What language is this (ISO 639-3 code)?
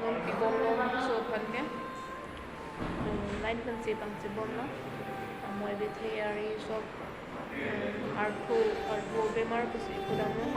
mjw